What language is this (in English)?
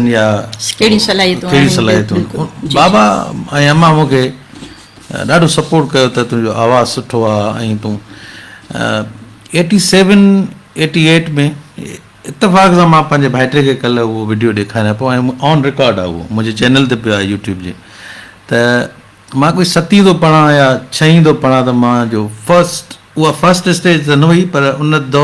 Sindhi